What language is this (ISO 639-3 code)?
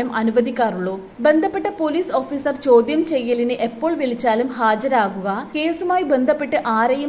mal